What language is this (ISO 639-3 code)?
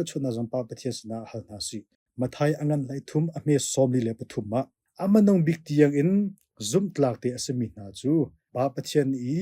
cnh